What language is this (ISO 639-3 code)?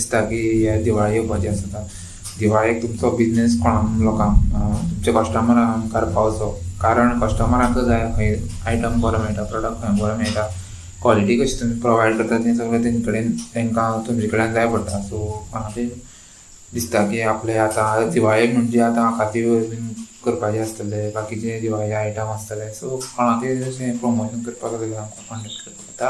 kok